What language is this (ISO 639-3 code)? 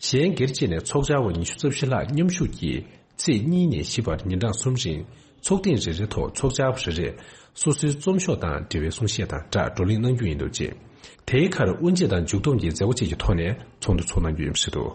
bod